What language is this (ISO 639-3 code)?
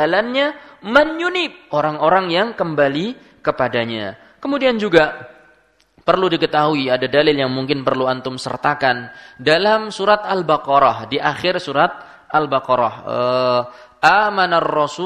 ind